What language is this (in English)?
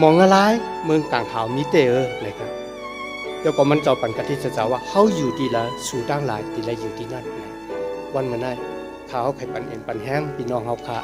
Shan